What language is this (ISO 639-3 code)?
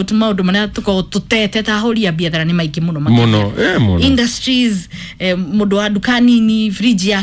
kik